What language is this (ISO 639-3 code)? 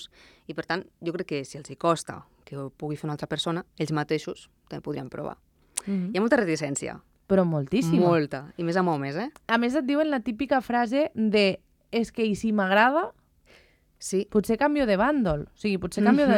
cat